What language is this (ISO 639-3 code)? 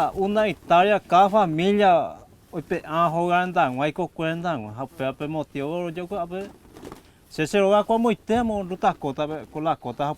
grn